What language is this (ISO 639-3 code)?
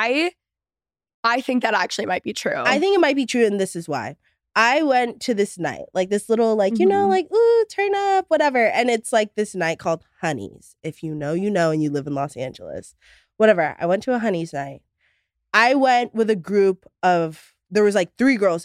eng